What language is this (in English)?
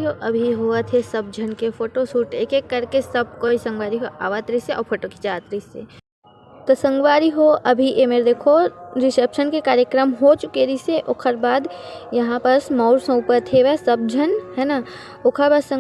Chhattisgarhi